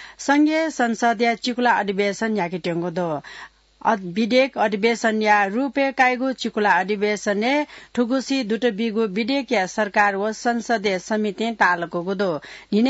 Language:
Newari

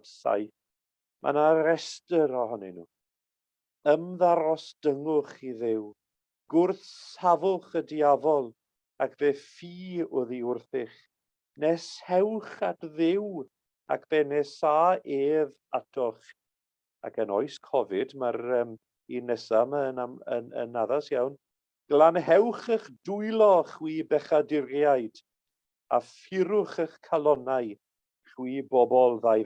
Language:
Welsh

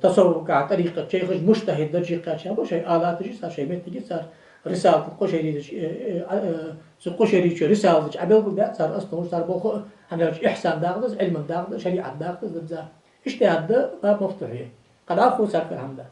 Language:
Ingush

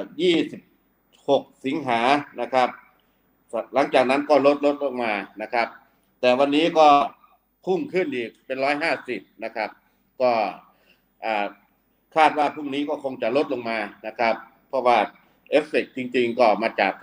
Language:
Thai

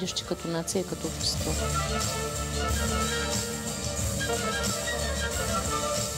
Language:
Bulgarian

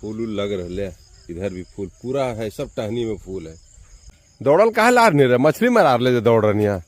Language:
Magahi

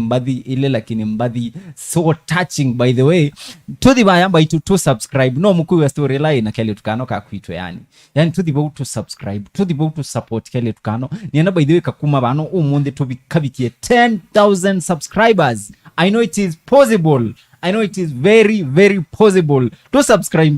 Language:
Kamba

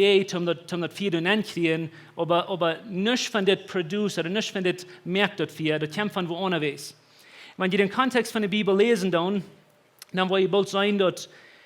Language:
Plautdietsch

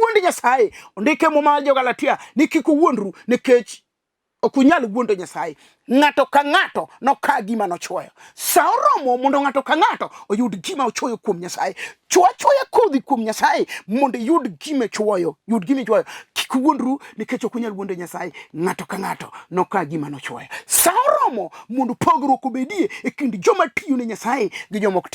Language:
Luo (Kenya and Tanzania)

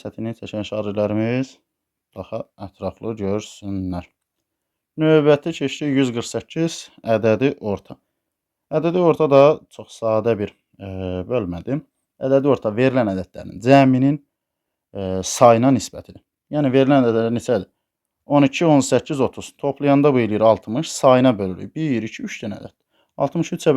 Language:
Azerbaijani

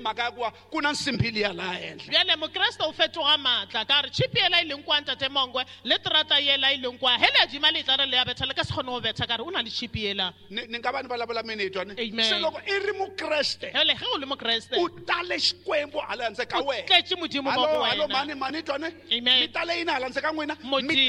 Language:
Tsonga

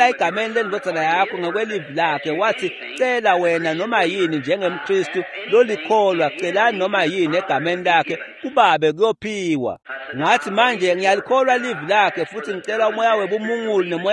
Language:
Swati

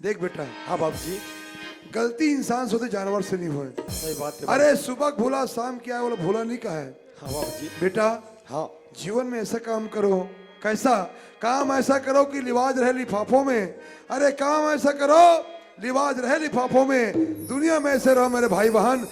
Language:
Chhattisgarhi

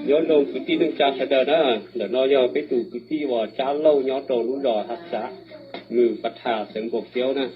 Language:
Hmong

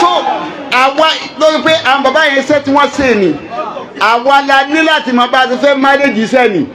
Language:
Yoruba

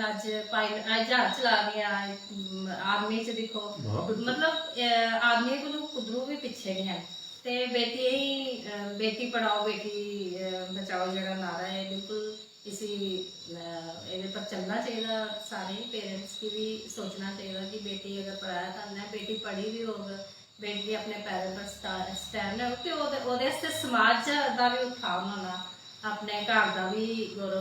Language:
Dogri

